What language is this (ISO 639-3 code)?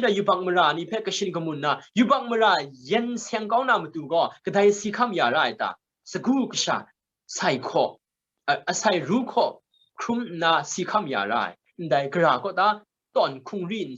kac